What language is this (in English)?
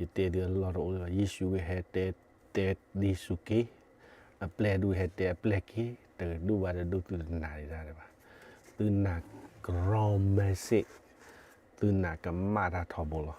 S'gaw Karen